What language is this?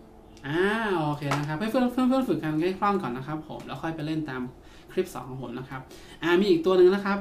Thai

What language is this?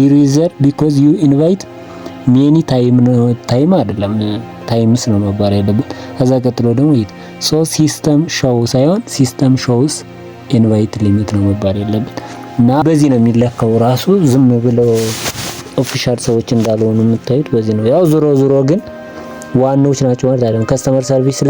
Amharic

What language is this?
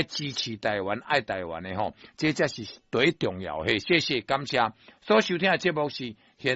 Min Nan Chinese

